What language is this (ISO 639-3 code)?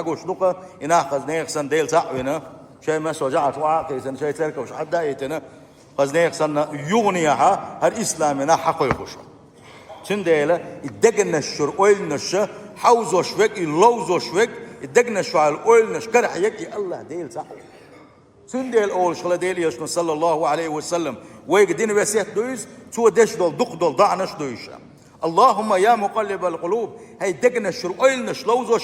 che